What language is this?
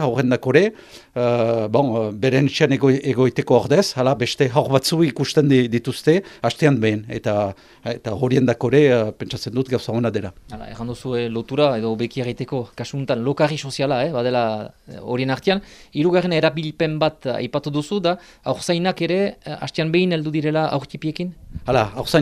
Basque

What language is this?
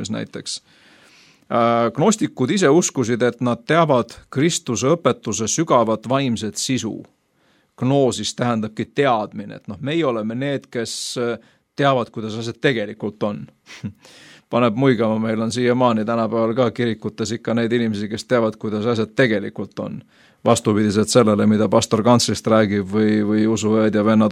Estonian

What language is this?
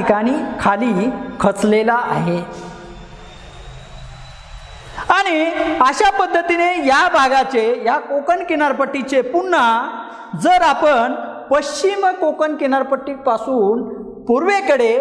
Marathi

